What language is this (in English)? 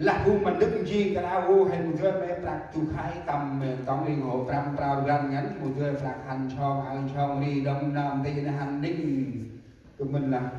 Central Mnong